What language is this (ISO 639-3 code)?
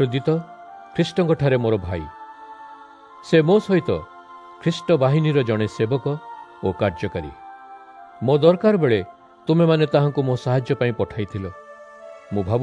ori